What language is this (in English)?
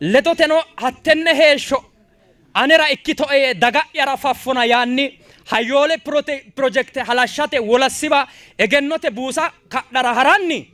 Sidamo